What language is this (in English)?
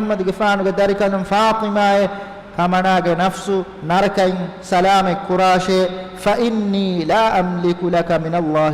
Divehi